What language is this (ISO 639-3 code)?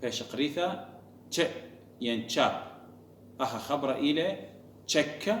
aii